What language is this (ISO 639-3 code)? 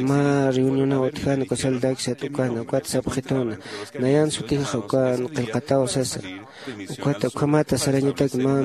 aym